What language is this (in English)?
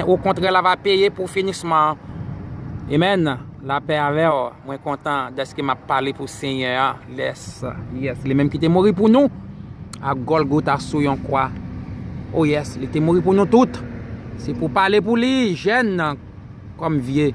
Haitian Creole